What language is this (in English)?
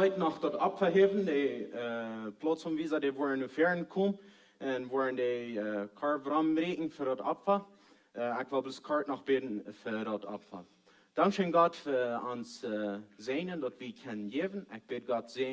Plautdietsch